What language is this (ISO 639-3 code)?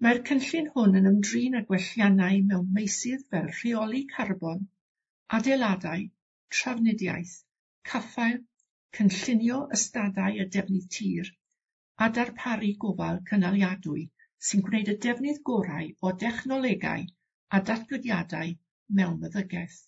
cym